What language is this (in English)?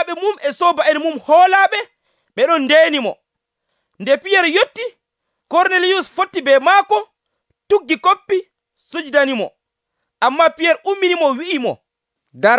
Nigerian Fulfulde